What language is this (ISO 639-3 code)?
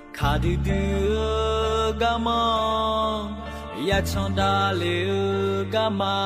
ahk